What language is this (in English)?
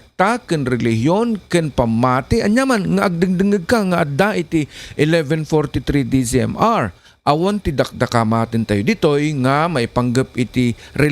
Iloko